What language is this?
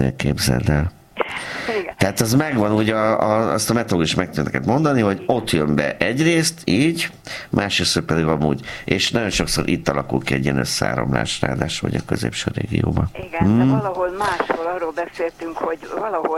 Hungarian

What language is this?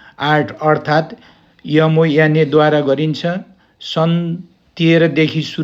Nepali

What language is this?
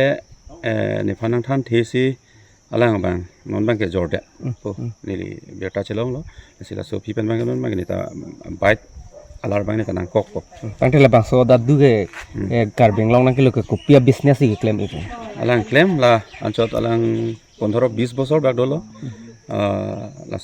Karbi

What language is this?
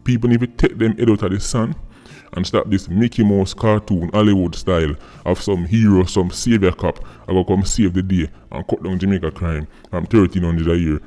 Jamaican Creole English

